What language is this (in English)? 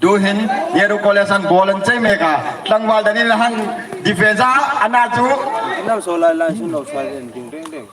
Hmar